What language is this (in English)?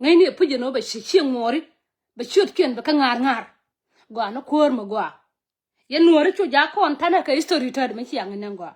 Nuer